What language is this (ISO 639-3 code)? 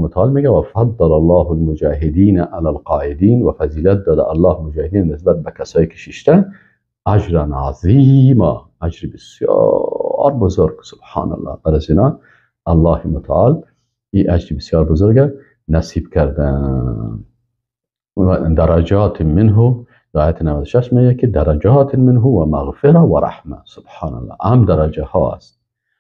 fas